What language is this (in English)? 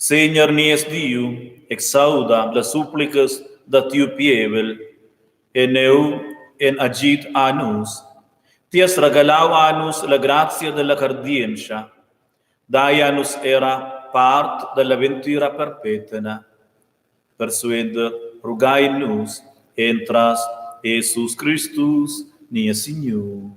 Romansh